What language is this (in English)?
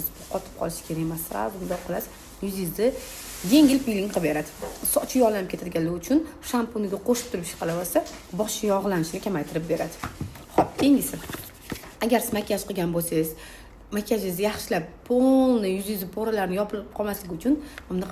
Uzbek